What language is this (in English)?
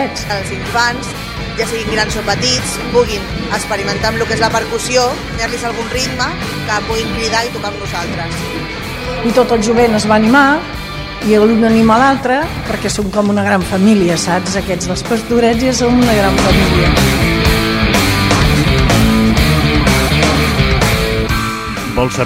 Catalan